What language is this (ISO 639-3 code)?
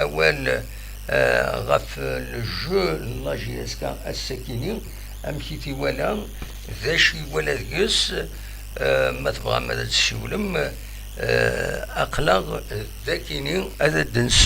kab